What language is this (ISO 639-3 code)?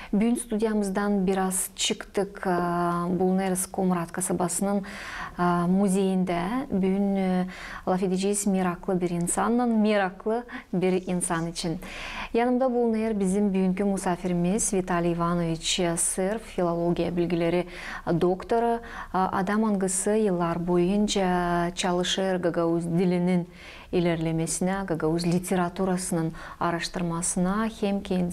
gag